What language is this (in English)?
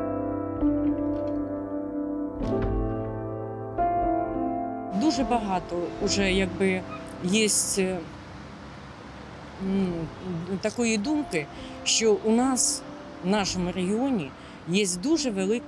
Ukrainian